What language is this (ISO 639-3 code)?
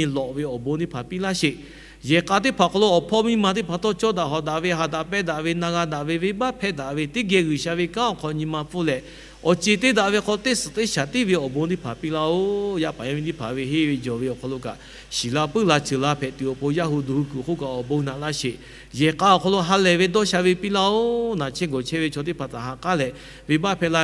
lhu